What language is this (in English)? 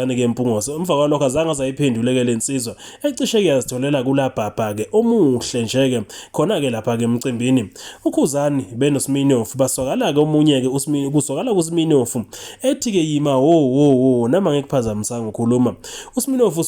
Zulu